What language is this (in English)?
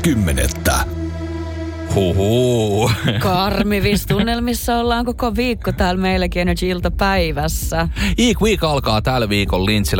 Finnish